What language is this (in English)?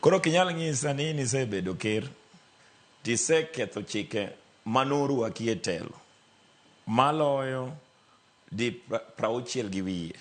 Luo (Kenya and Tanzania)